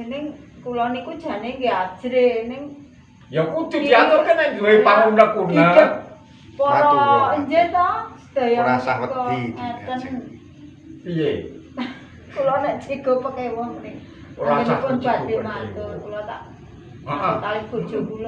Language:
Javanese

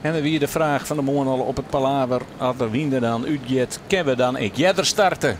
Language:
Western Frisian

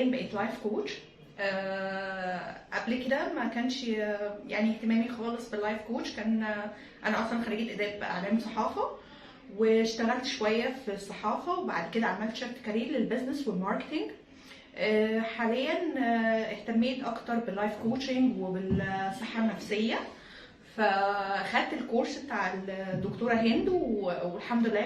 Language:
Egyptian Arabic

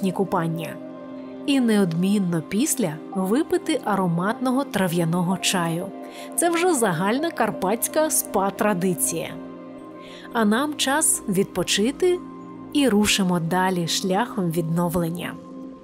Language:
Ukrainian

